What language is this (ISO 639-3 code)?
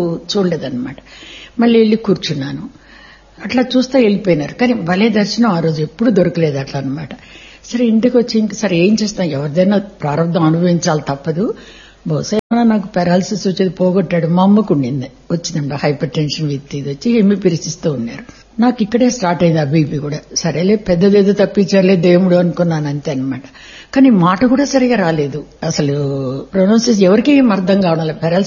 tel